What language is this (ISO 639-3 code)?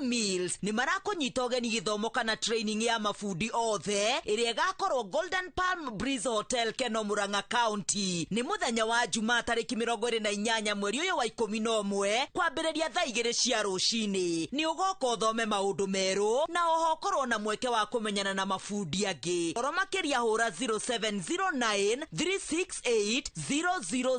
kik